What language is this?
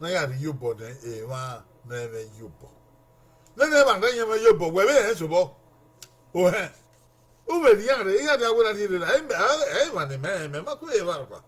Bini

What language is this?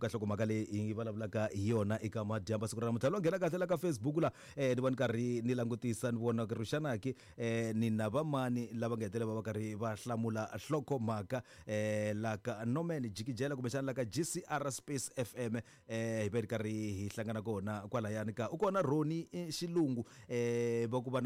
Tsonga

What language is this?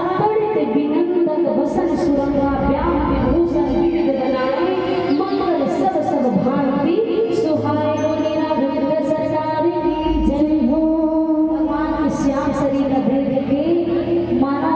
Chhattisgarhi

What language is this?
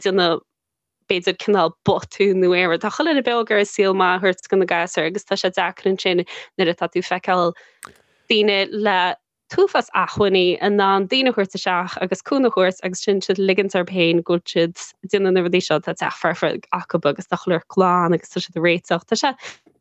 Irish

